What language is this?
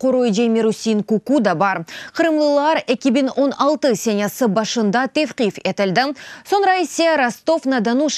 Crimean Tatar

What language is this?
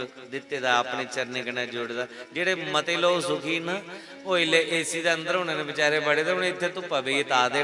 Dogri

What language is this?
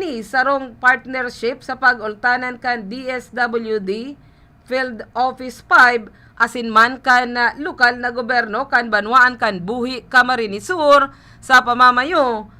Bikol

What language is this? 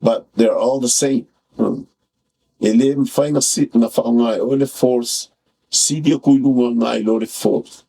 Samoan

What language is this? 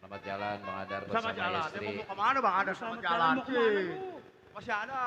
Betawi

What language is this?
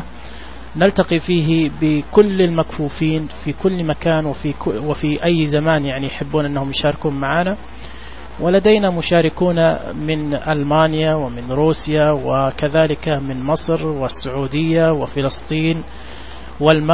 Najdi Arabic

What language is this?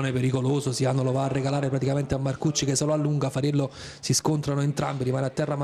Italian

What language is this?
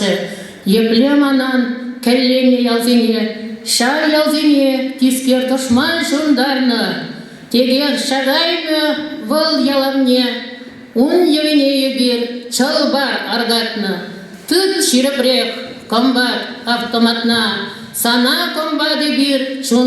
Chuvash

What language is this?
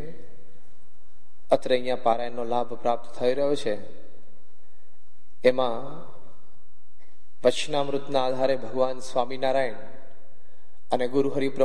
Gujarati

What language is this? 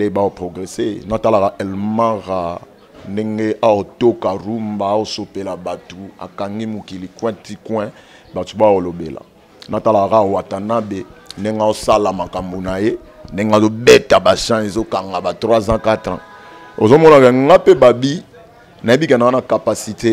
Lingala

